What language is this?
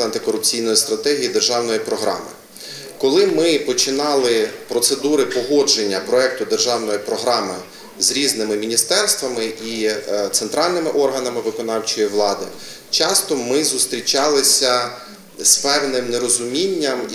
Ukrainian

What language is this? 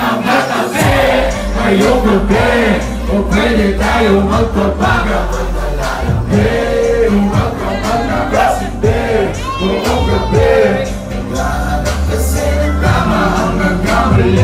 Filipino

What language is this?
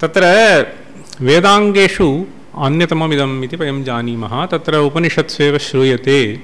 Sanskrit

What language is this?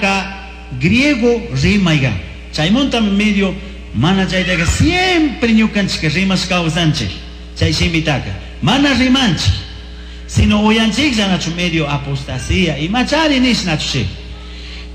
Chimborazo Highland Quichua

